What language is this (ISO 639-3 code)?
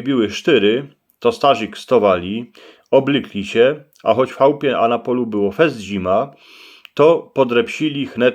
szl